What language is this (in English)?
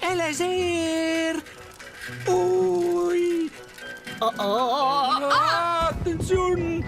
Romansh